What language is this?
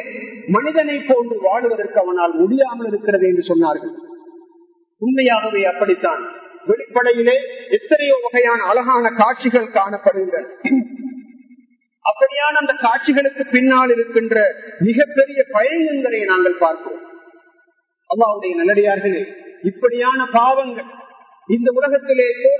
Tamil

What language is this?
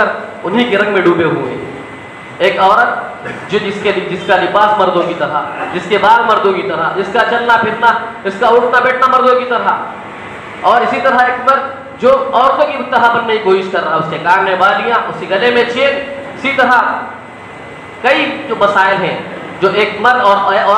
Urdu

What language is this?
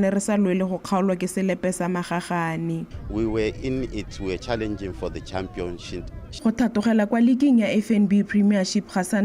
Tswana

